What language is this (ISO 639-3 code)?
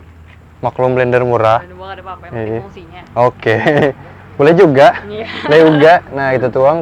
bjn